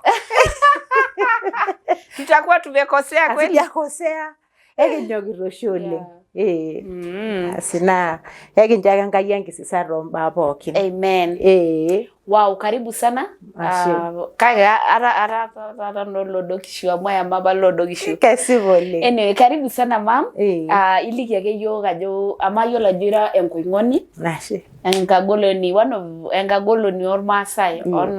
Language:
Masai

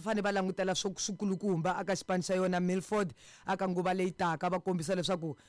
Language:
Tsonga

